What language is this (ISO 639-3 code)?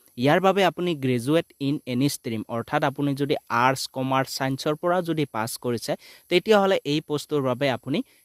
asm